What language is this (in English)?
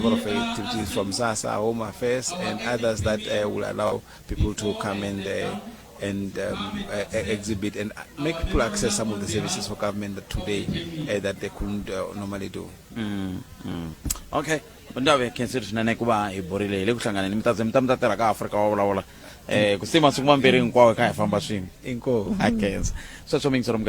Tsonga